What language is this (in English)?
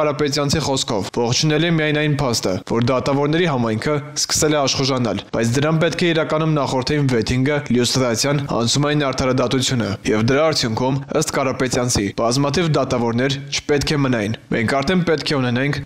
Armenian